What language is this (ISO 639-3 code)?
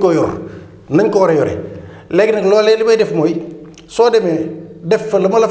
wol